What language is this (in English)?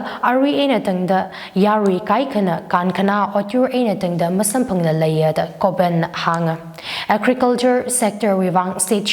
Tangkhul Naga (India)